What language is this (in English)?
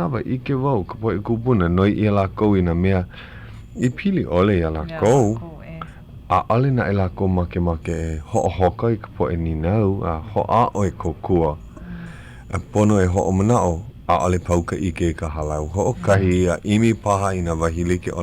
Hawaiian